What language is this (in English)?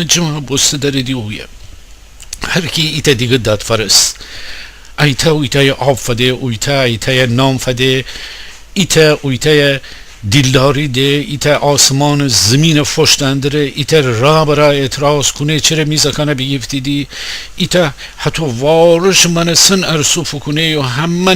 Gilaki